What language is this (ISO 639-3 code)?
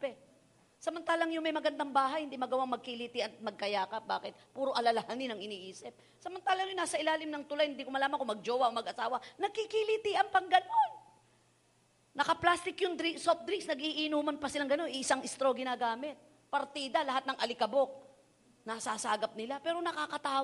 fil